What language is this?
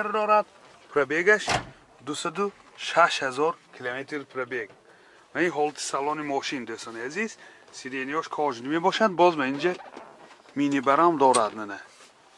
Tajik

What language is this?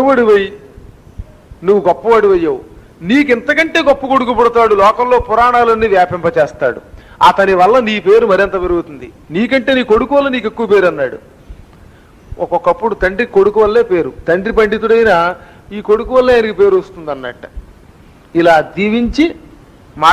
Telugu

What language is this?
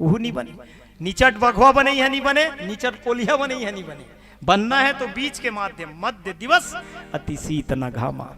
Chhattisgarhi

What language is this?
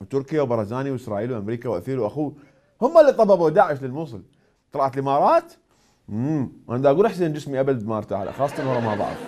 Mesopotamian Arabic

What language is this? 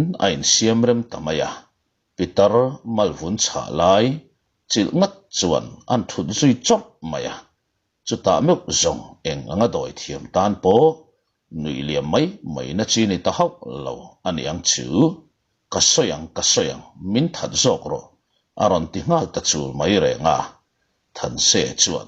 Mizo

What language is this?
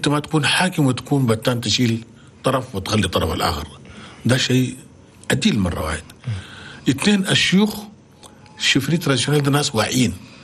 Chadian Arabic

